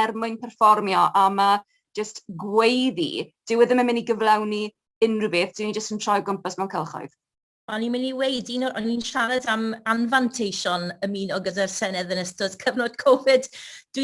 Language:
Welsh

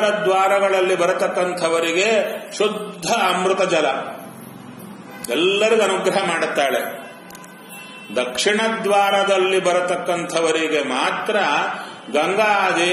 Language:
Kannada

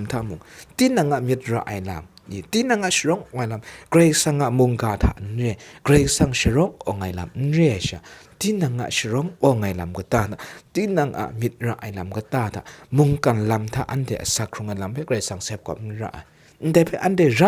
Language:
Kachin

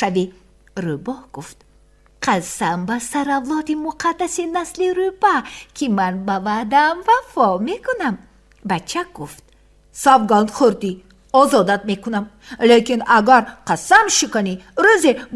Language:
Tajik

